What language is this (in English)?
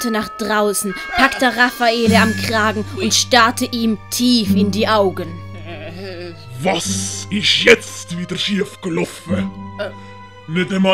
Swiss German